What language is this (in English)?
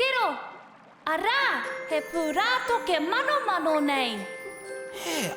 Māori